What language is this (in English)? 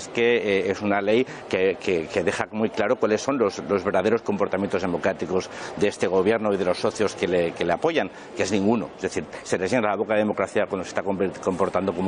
Spanish